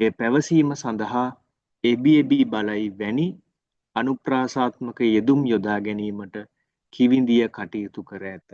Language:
Sinhala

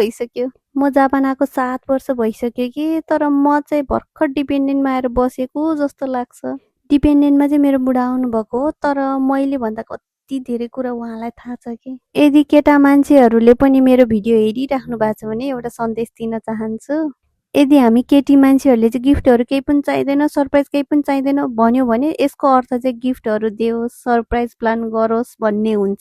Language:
Nepali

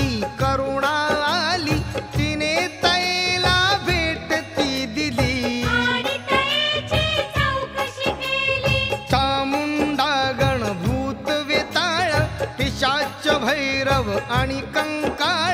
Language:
Marathi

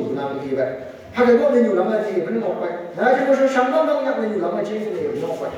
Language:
Phom Naga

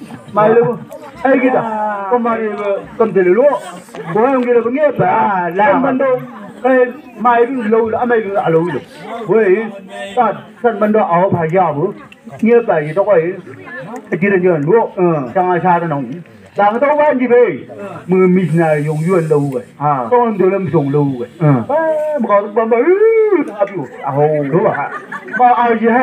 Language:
Chang Naga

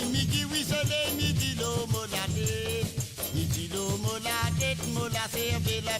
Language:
Morisyen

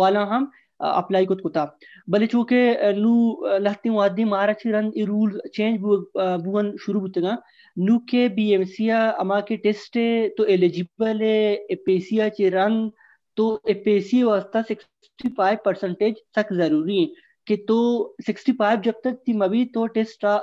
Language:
Baluchi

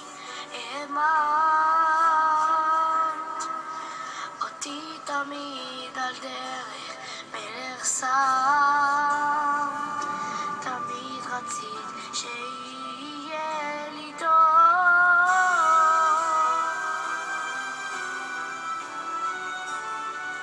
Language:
Hebrew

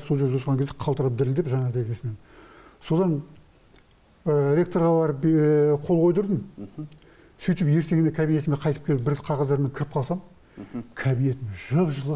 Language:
Kazakh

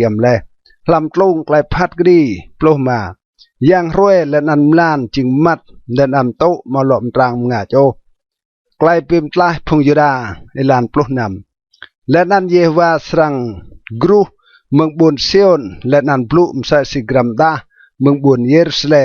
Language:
Rade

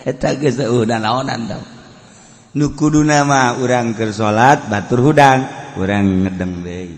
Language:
Sundanese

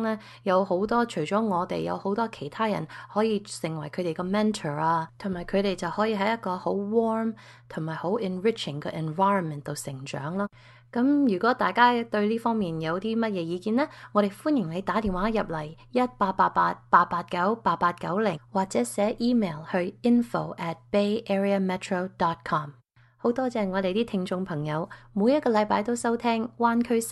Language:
Cantonese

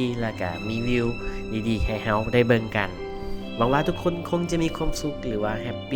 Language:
Lao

